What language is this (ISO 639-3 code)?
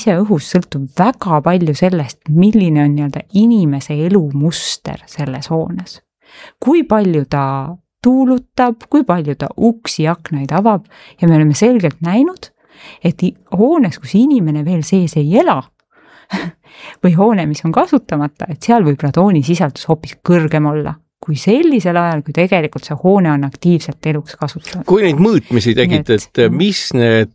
est